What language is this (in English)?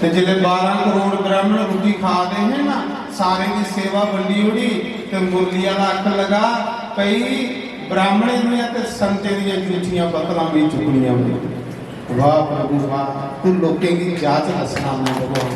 Dogri